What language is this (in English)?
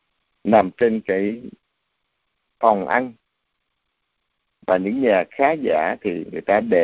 Vietnamese